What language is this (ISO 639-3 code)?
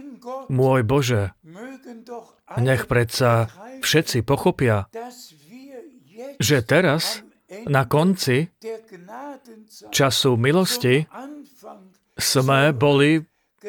slk